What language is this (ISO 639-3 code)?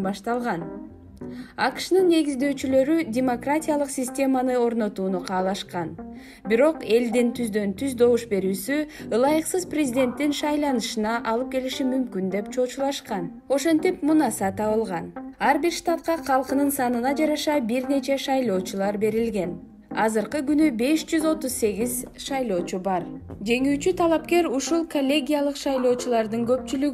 kir